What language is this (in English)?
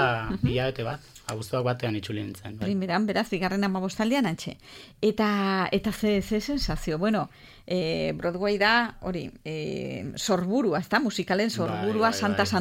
Basque